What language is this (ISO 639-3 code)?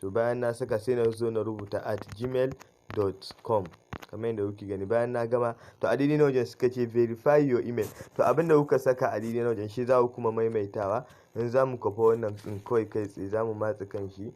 hau